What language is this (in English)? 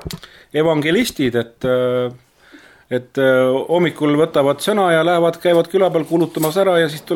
Estonian